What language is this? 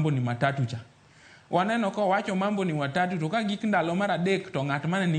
Luo (Kenya and Tanzania)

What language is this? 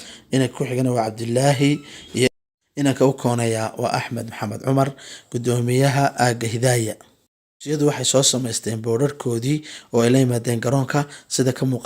Somali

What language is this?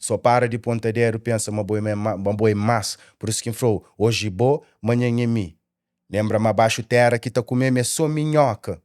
Kabuverdianu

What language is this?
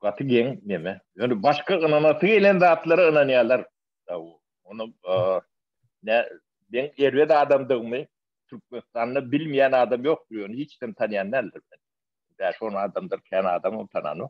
Turkmen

